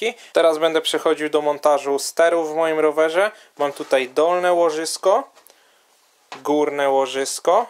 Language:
Polish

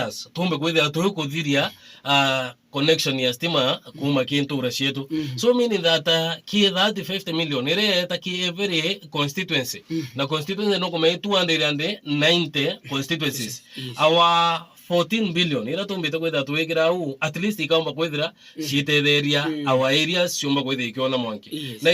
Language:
Meru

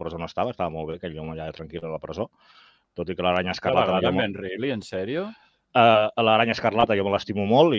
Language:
Catalan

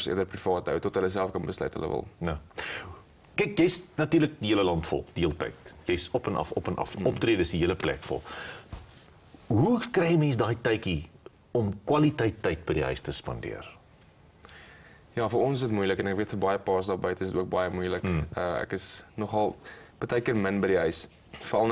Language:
Afrikaans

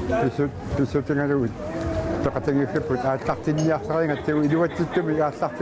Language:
Kalaallisut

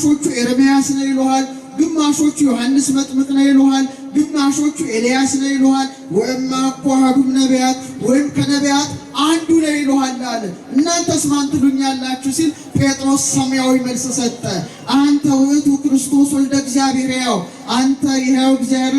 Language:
Amharic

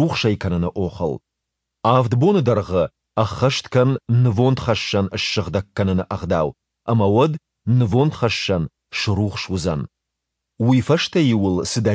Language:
Ossetic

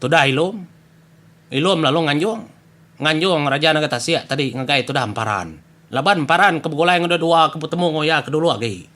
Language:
Iban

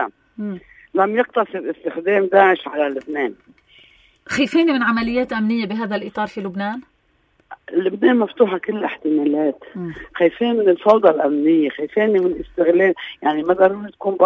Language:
North Levantine Arabic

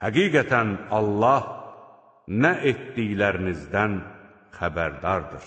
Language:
Azerbaijani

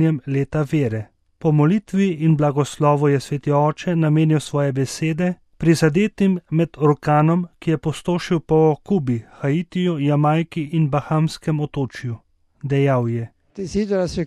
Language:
Slovenian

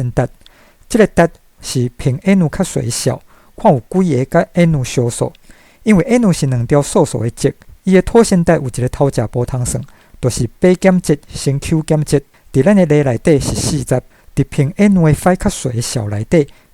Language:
Min Nan Chinese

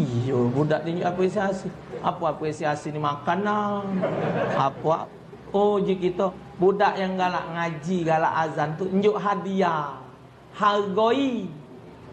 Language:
Musi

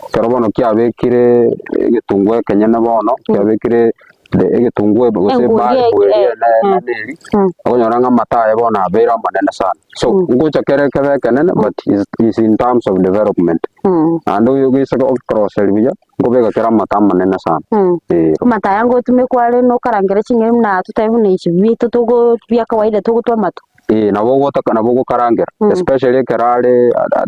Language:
Gusii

